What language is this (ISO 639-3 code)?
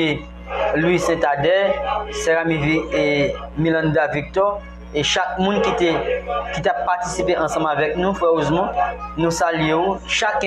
hat